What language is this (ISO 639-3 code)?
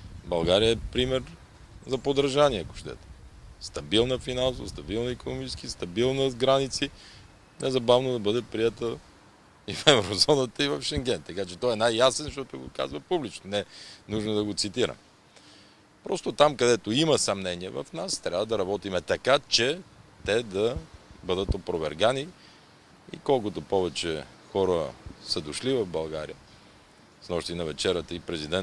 bul